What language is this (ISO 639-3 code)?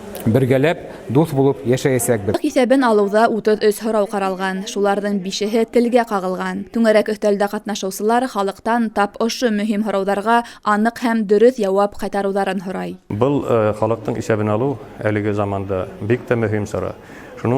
bak